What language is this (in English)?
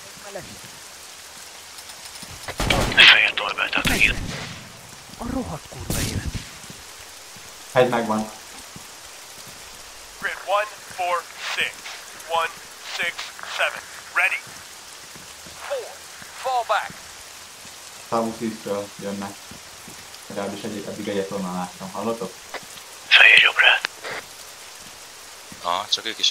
Hungarian